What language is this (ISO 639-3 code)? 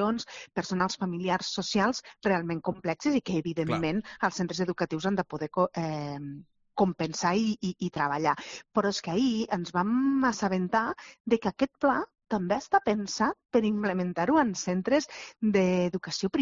cat